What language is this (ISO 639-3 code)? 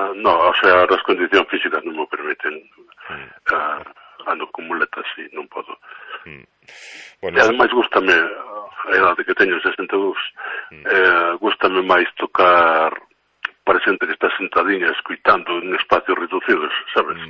glg